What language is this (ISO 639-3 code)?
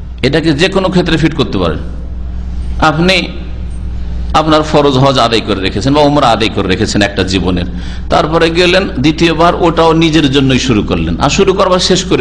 ben